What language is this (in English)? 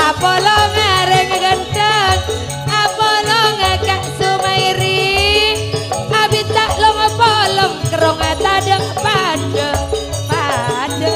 Madurese